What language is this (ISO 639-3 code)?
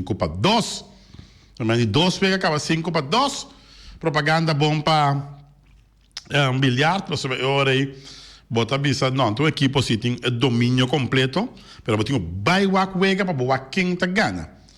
pap